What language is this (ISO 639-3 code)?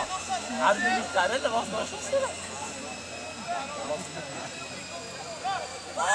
nor